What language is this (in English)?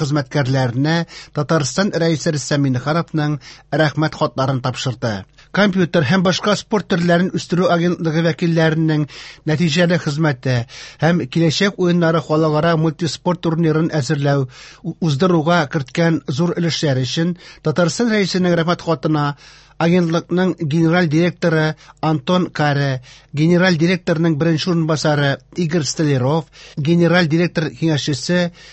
Tatar